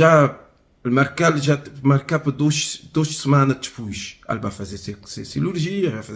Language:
Kabuverdianu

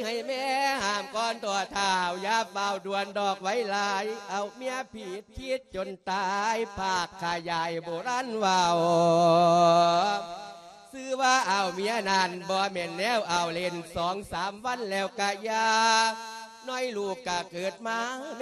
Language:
Lao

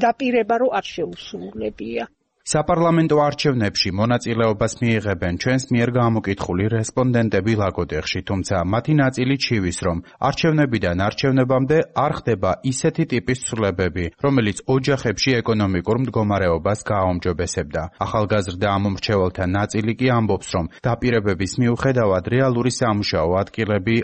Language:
Georgian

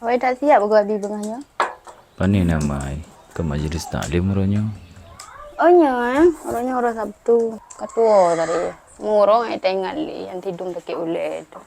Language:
Achinese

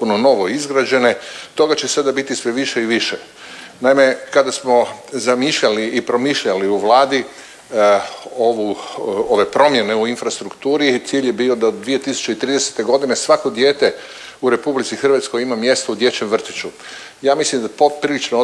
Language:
Croatian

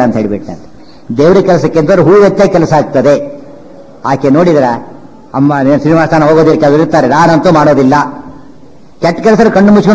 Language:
Kannada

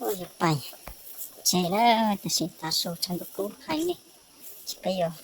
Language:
Hmong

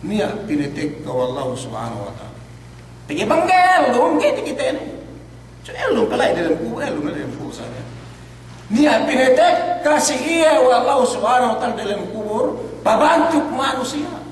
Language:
Yakan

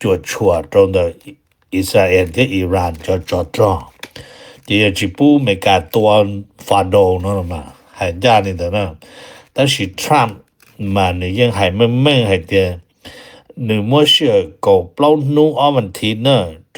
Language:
Hmong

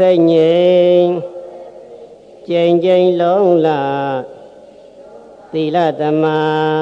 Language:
Burmese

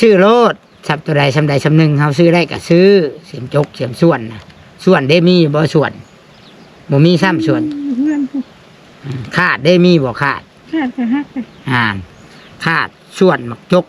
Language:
Northeastern Thai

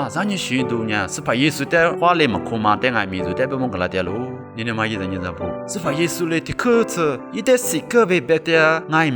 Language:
Lisu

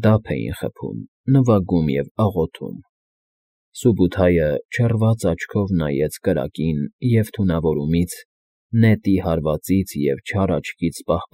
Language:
Armenian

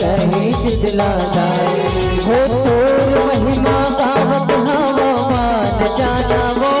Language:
Chhattisgarhi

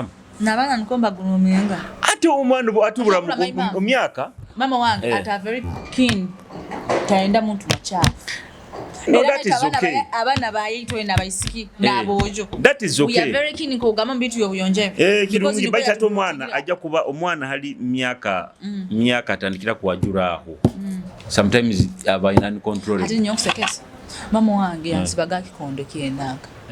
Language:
Nyoro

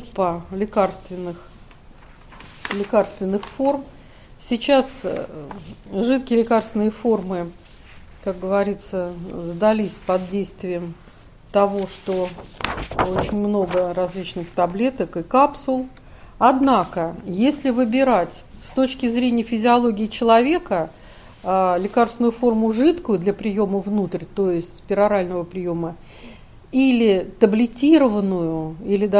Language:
Russian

